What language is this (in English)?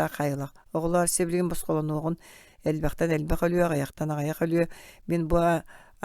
Yakut